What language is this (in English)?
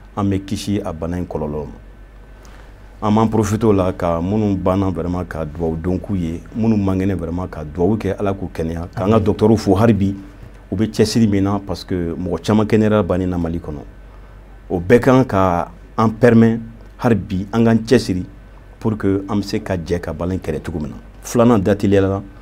Bambara